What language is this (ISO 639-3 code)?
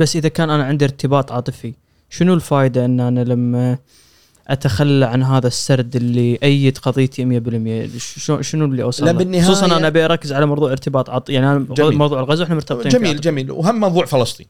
afb